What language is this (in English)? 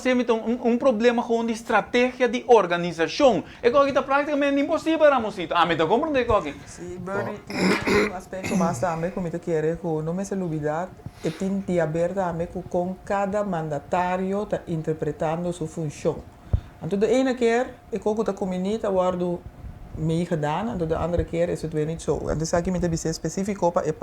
Papiamento